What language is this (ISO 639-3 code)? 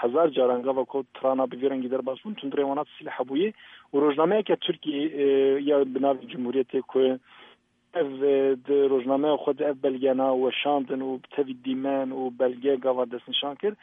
kur